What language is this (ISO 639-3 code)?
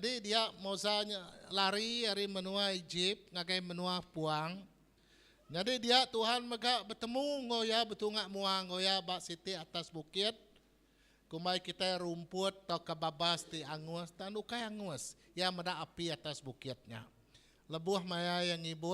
iba